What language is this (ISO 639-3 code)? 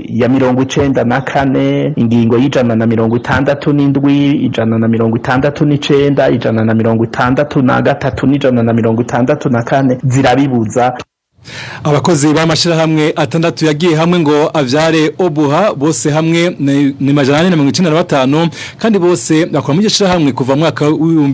run